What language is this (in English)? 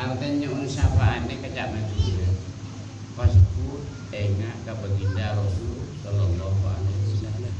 Madurese